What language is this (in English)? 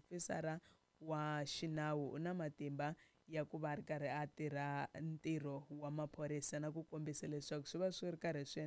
Tsonga